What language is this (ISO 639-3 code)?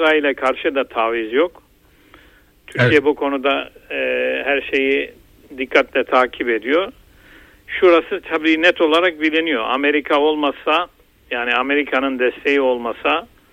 tur